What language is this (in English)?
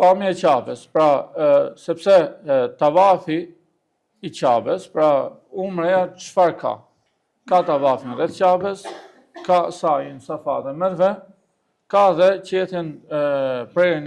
Albanian